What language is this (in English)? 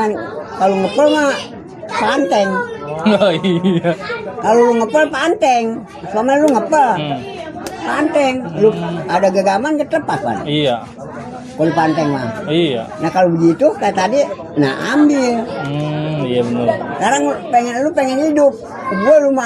Betawi